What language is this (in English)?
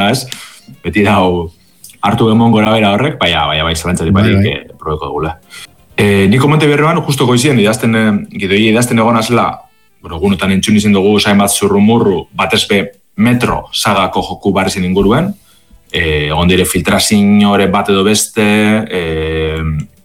Basque